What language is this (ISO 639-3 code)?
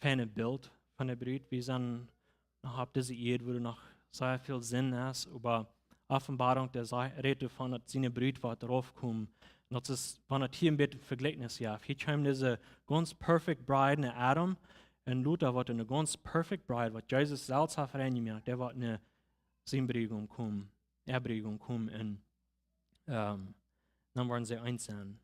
pdt